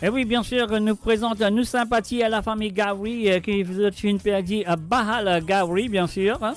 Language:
Morisyen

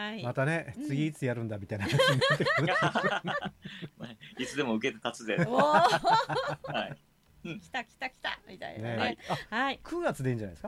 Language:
Japanese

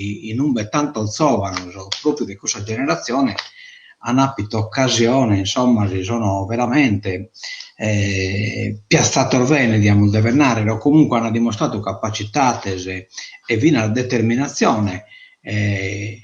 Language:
Sardinian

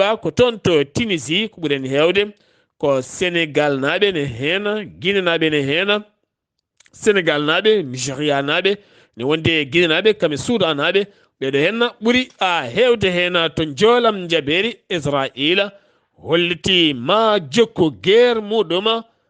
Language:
Fula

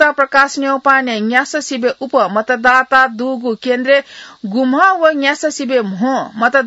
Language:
Newari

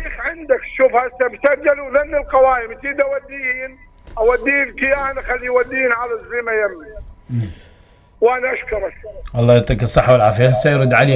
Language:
Mesopotamian Arabic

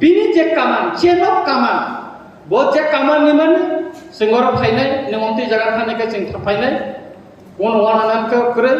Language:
Kok Borok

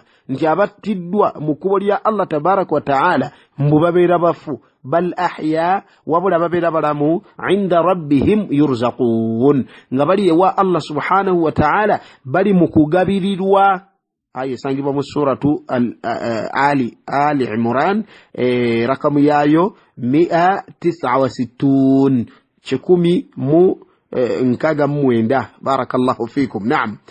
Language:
Ganda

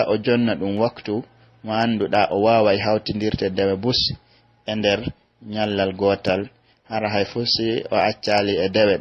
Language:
Pular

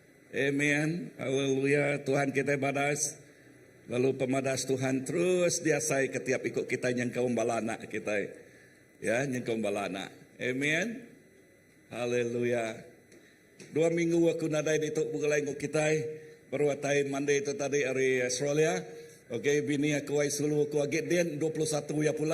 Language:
Iban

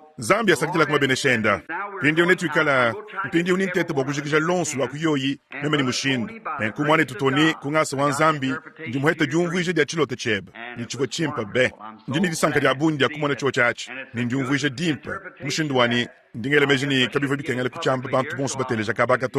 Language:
Luba-Lulua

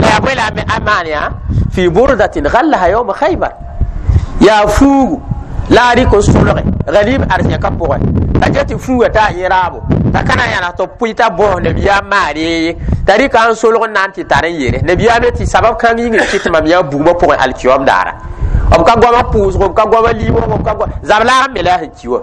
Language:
Mossi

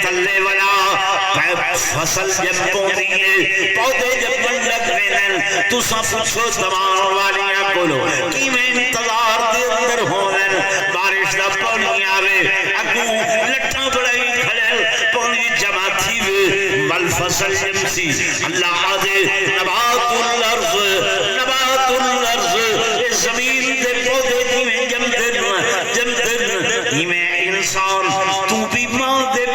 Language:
Saraiki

